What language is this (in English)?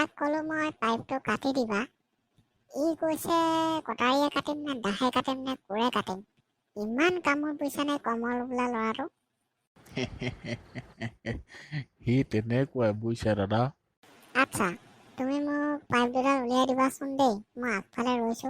Assamese